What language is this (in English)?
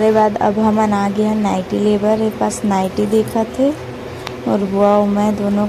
Chhattisgarhi